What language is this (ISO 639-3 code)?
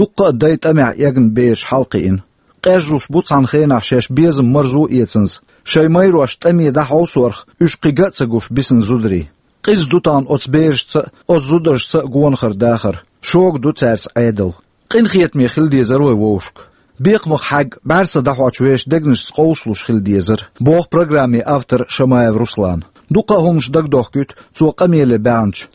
che